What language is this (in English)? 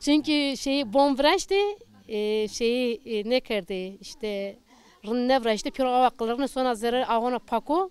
Zaza